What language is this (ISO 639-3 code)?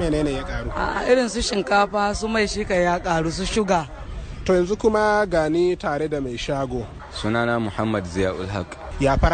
hau